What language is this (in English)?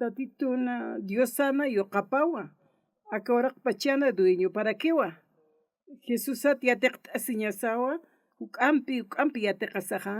Aymara